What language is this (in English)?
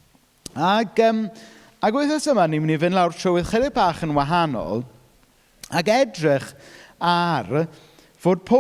Welsh